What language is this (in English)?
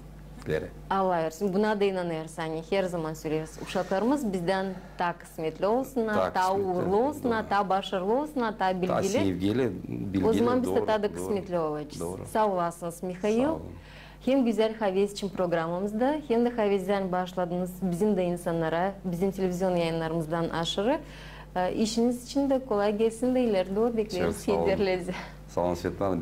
Gagauz